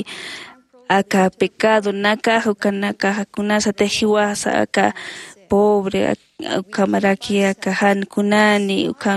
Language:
Aymara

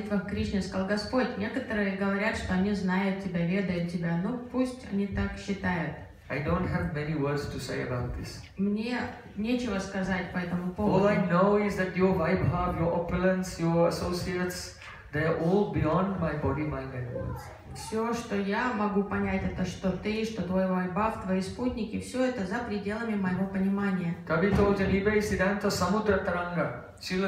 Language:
Russian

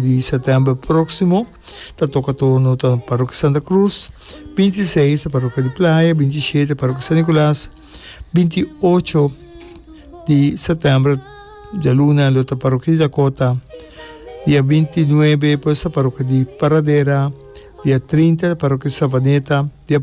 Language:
Papiamento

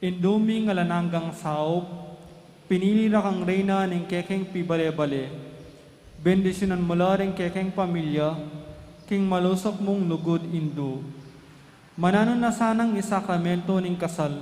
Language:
Pampanga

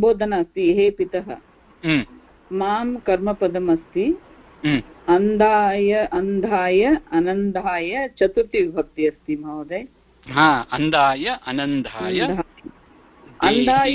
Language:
Sanskrit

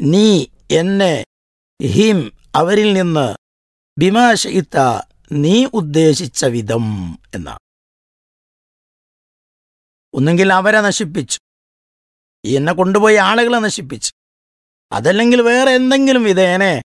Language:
Malayalam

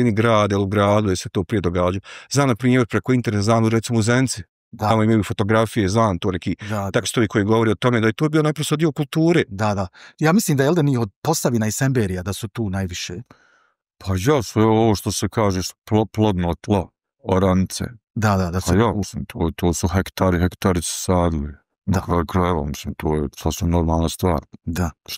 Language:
Bosnian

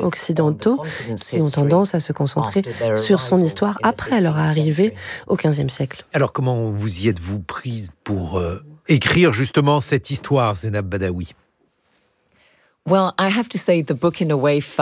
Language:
French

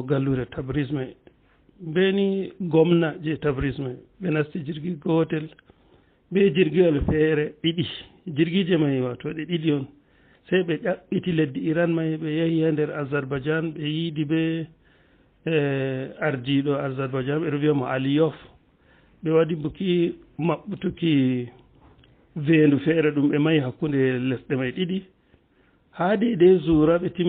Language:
Fula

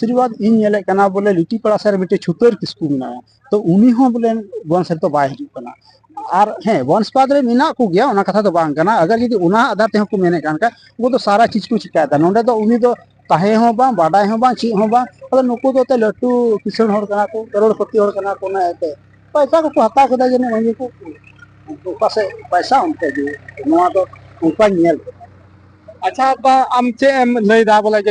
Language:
Santali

